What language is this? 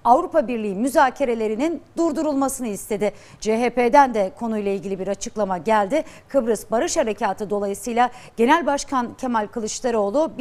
Turkish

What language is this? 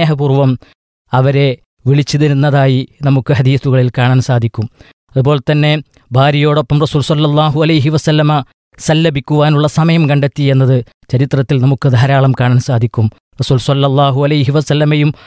Malayalam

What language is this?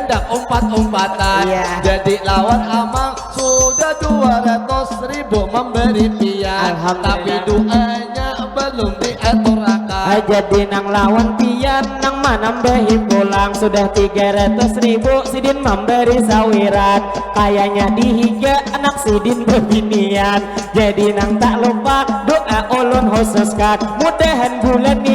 Banjar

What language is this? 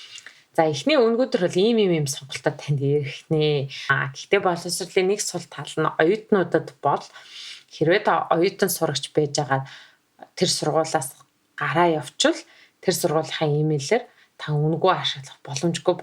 Mongolian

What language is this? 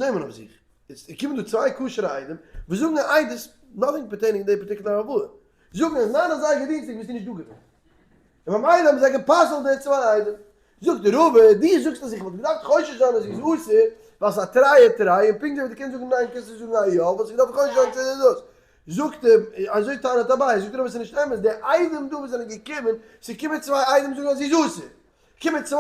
Yiddish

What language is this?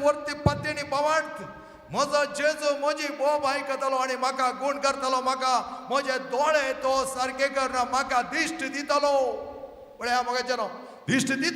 Konkani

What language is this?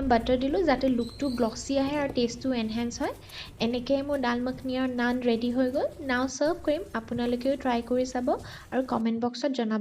Assamese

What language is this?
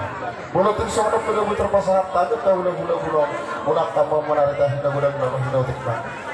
Batak Toba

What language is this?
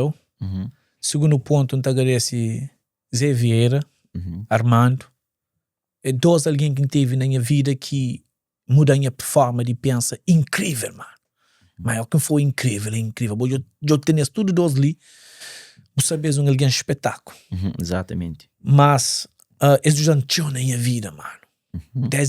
Kabuverdianu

